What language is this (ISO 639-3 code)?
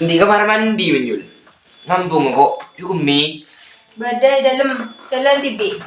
mad